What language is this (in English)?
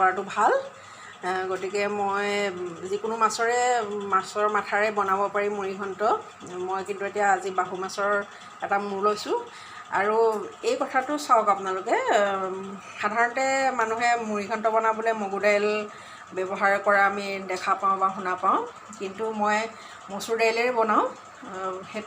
Assamese